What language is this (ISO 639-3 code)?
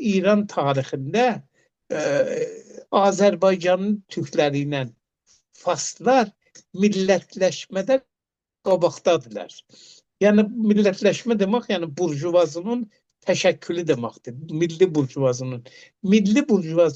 aze